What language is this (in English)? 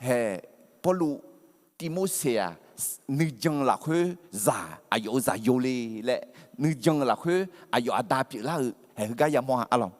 Akha